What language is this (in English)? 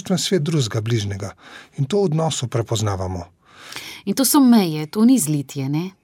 Slovenian